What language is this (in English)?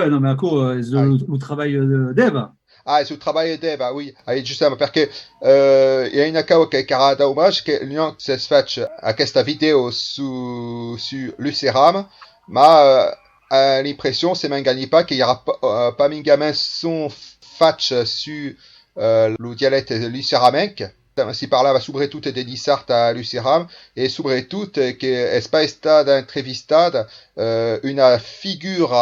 Occitan